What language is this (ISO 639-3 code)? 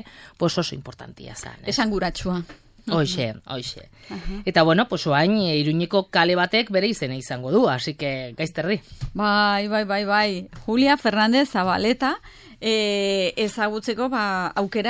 eus